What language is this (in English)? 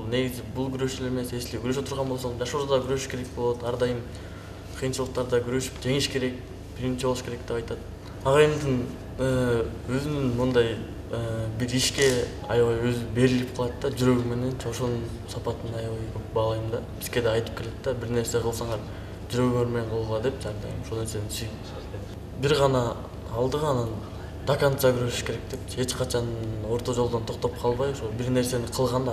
Kyrgyz